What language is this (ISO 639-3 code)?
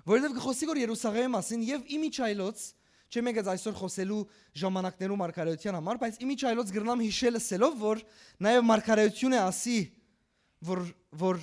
hyw